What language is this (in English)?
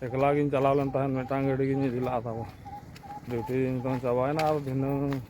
Santali